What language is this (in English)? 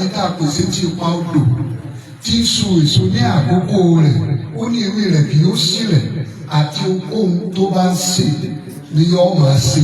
Yoruba